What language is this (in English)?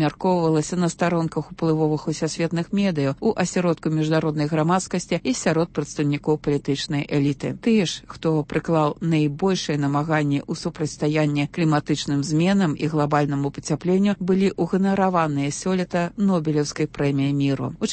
Belarusian